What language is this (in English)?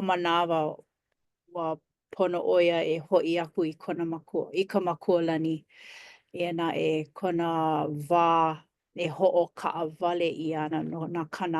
Hawaiian